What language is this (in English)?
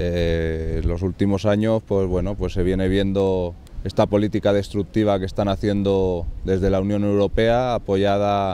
Spanish